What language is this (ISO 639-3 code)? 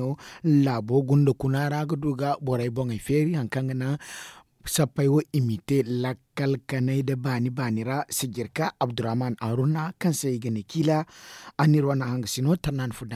dje